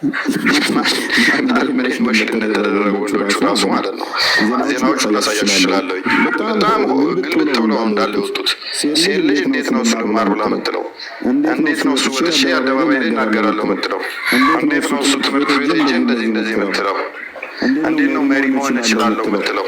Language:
Amharic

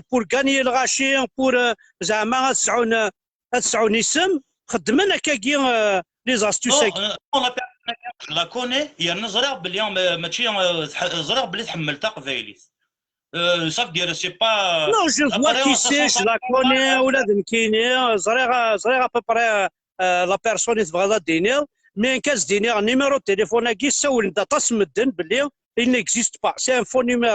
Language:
Kabyle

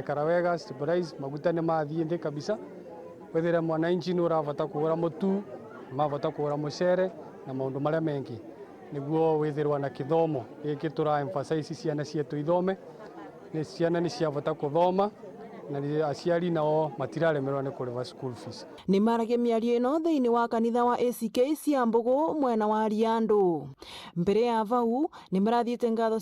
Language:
Meru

